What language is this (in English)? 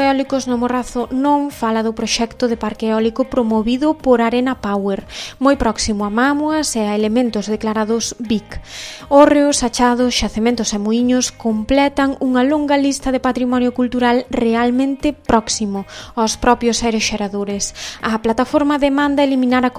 Galician